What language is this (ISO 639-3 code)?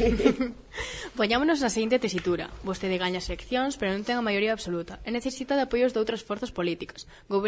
glg